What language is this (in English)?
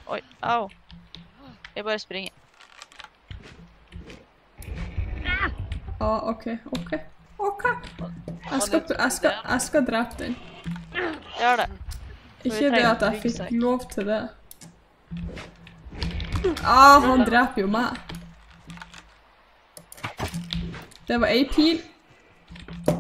Norwegian